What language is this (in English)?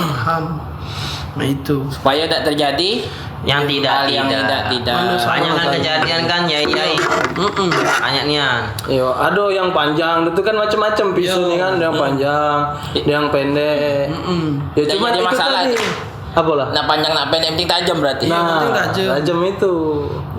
Musi